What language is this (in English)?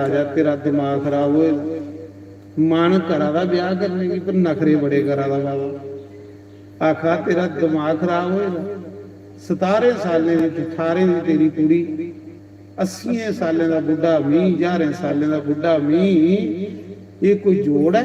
Dogri